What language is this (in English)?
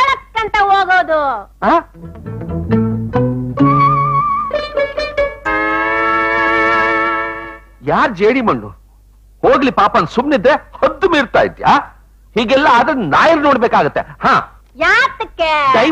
Kannada